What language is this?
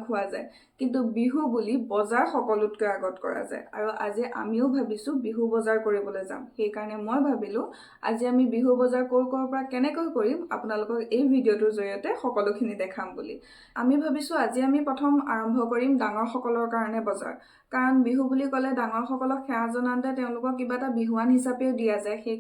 Assamese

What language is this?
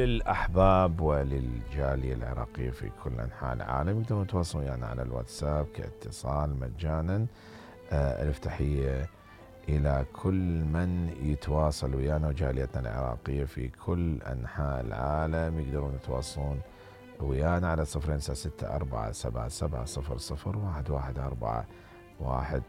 Mesopotamian Arabic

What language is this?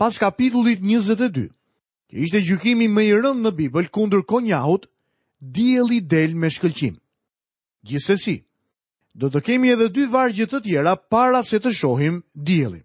Albanian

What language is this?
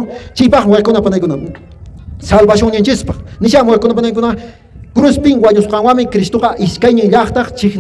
Quechua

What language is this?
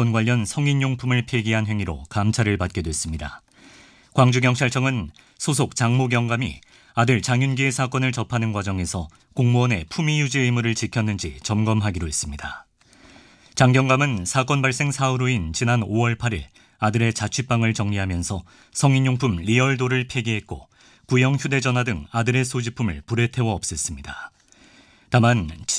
Korean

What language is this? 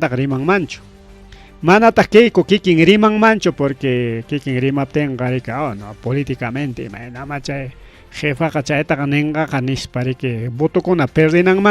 Ayacucho Quechua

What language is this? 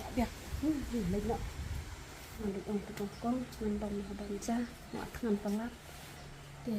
Khasi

